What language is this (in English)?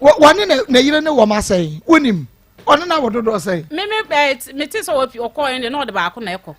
Akan